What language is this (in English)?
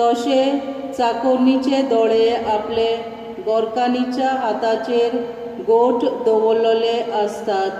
Konkani